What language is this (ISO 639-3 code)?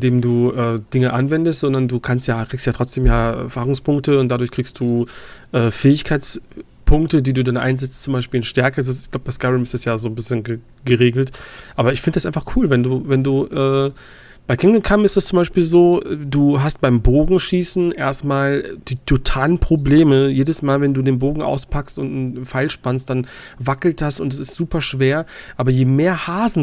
deu